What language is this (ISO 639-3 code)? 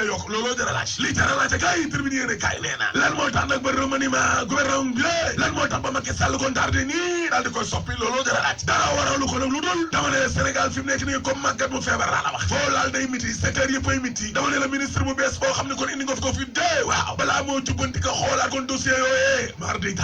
wol